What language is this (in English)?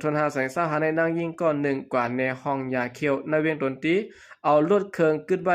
Shan